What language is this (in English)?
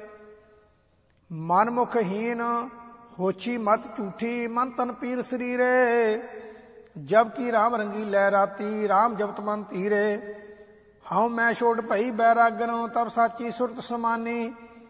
Punjabi